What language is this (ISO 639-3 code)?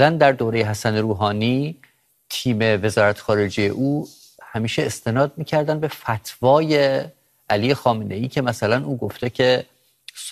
fas